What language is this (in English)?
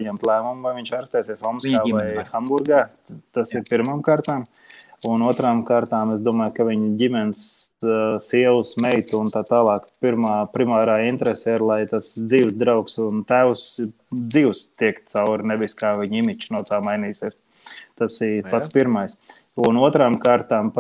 Latvian